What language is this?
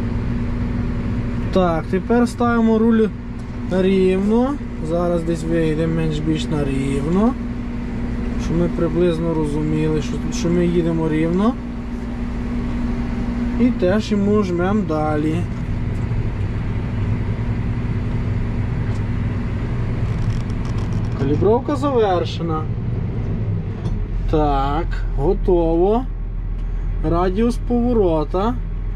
Ukrainian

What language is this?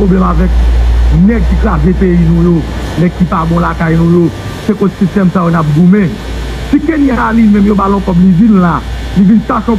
Haitian Creole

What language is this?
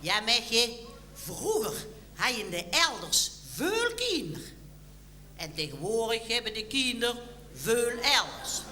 Limburgish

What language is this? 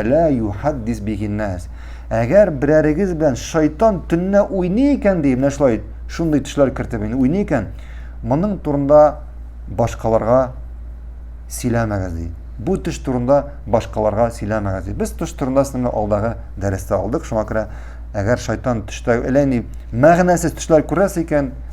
Tatar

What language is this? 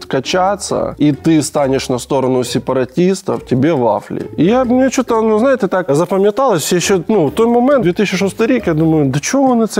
Ukrainian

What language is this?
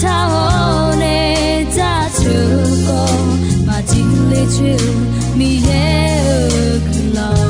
Akha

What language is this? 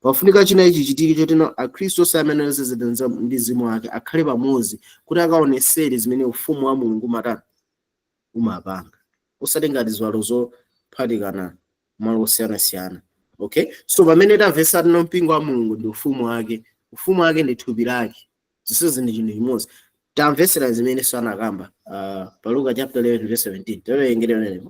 Nyanja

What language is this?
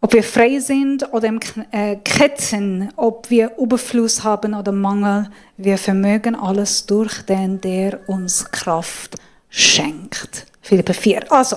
Swiss German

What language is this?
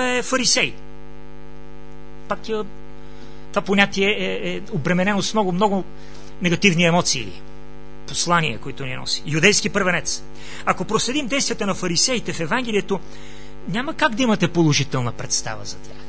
Bulgarian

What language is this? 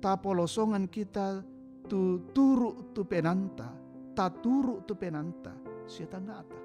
Toraja-Sa'dan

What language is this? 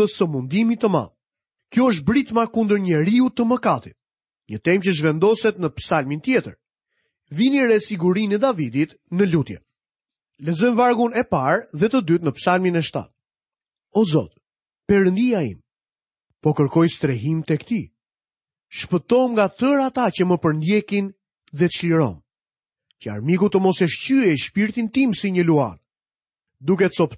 Albanian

